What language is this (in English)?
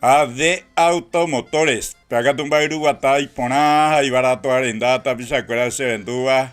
Guarani